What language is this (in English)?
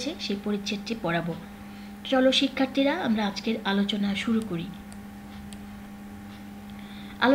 Bangla